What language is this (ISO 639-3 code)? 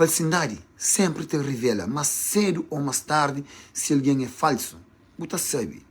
kea